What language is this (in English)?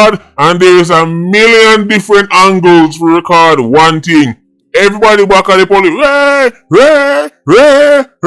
Jamaican Creole English